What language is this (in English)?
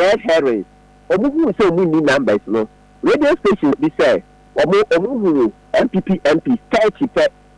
Akan